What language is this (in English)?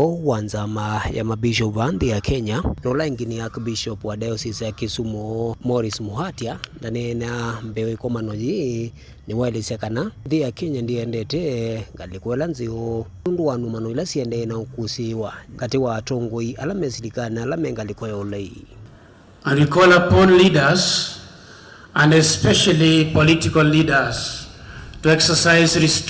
Kamba